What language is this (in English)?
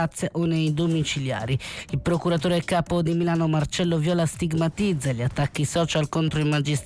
Italian